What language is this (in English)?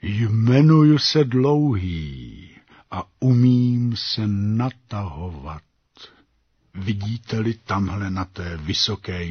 Czech